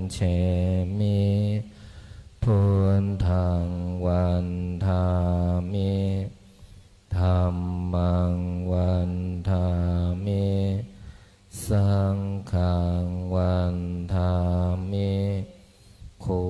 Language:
Pali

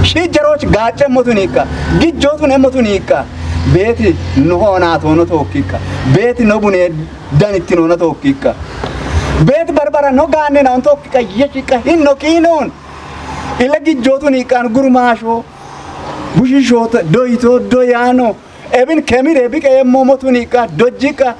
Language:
Kafa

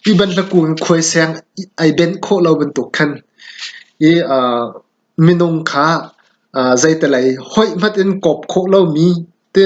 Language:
Hakha Chin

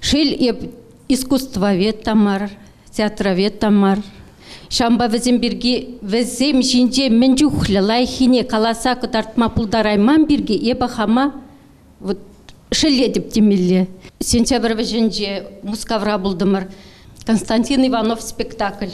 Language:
Chuvash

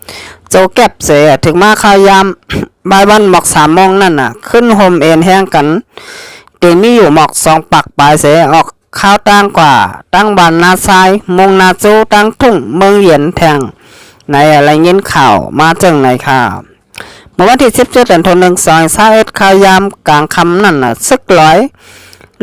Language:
Shan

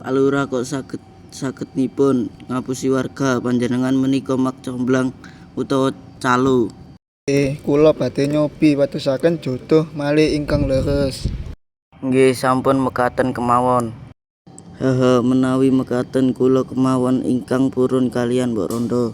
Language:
Javanese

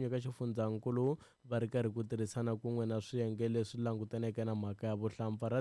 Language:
Tsonga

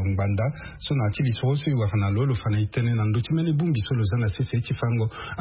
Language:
Sango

